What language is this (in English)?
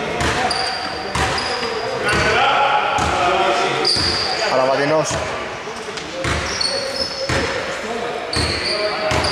Greek